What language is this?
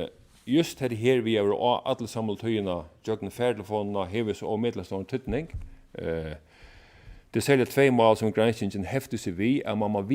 Faroese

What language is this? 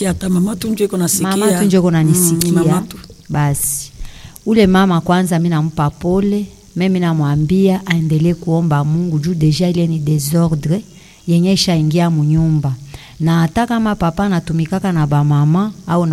Swahili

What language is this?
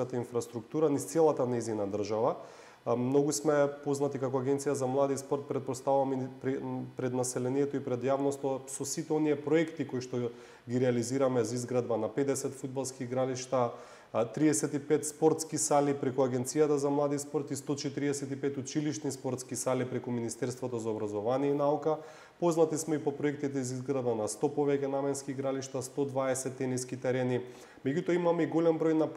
Macedonian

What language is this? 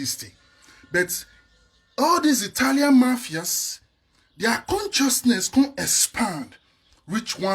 Nigerian Pidgin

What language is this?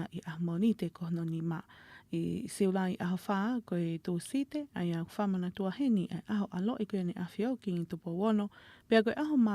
Tongan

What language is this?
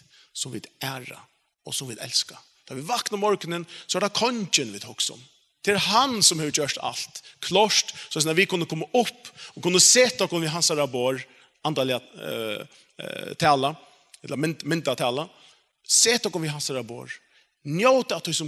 Faroese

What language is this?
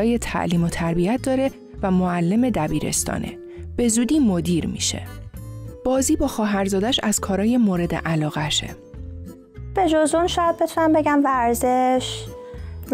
Persian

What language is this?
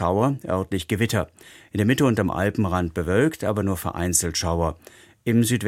German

